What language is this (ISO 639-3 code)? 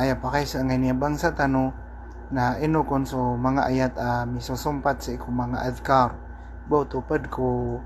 mrw